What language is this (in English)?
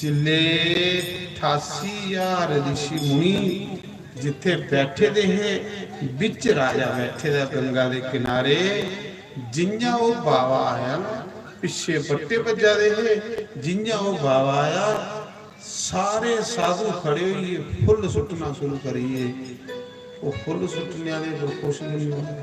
Dogri